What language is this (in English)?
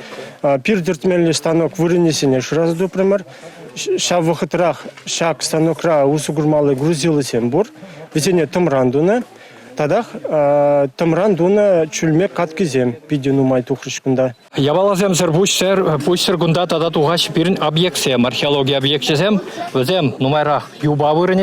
Chuvash